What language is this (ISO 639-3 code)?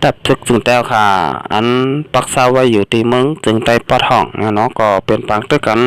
shn